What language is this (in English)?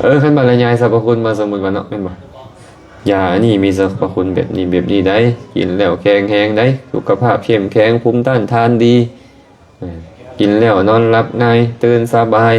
Lao